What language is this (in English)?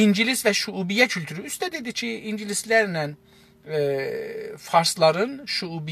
South Azerbaijani